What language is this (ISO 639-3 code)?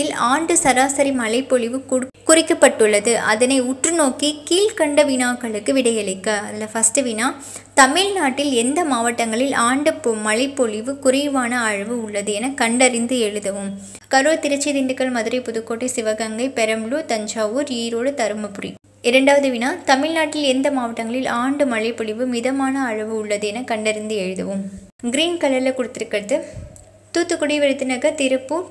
tam